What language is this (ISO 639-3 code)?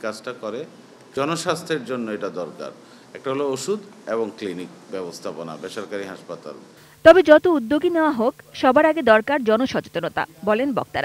ben